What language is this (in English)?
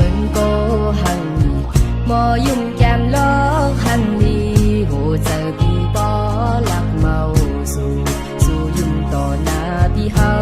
Shan